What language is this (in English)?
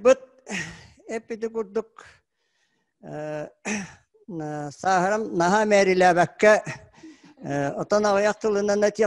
Yakut